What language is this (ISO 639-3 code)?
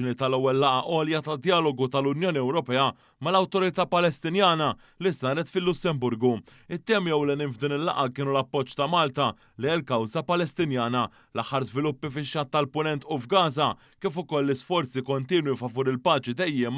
mlt